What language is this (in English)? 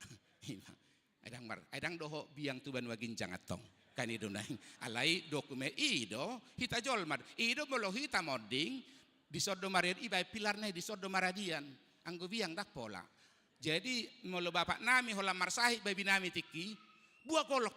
Batak Toba